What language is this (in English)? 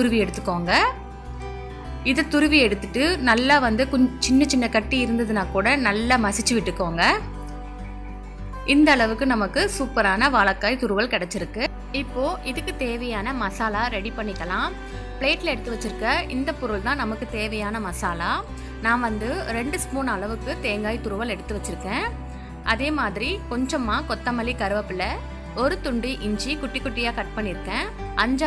Tamil